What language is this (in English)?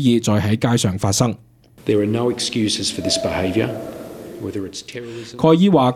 Cantonese